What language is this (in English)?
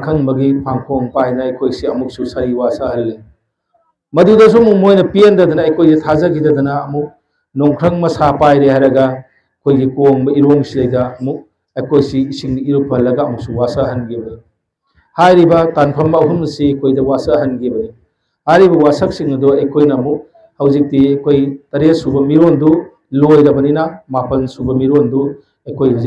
Manipuri